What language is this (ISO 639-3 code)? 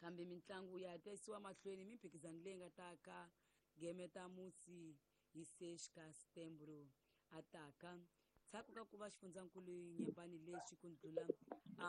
tso